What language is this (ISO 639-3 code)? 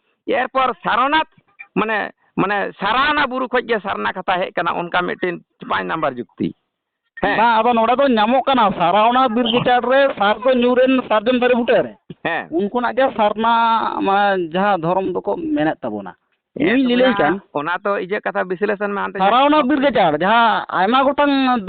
sat